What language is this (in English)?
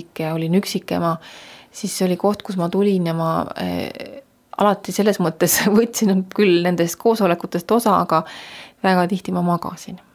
Estonian